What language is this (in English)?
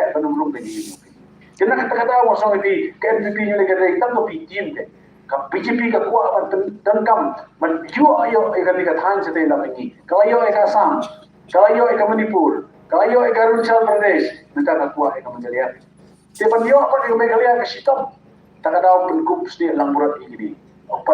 Khasi